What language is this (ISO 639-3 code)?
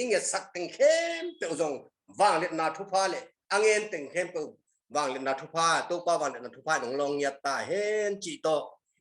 ctd